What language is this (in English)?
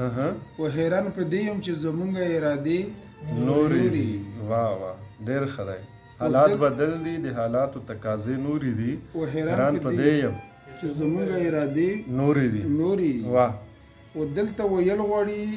Pashto